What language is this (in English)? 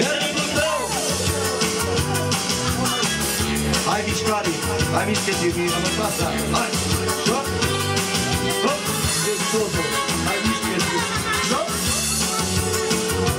Romanian